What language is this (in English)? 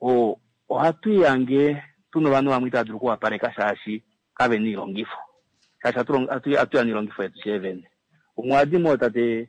Kuanyama